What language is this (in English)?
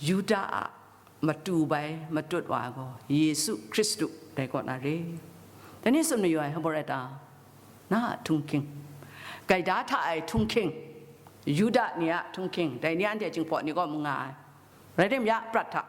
Kachin